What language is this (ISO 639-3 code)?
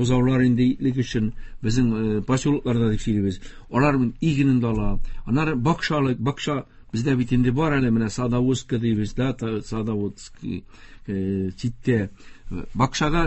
tat